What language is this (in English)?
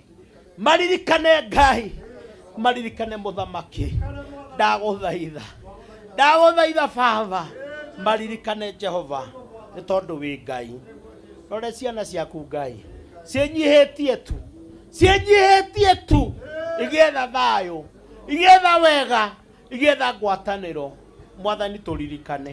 Kikuyu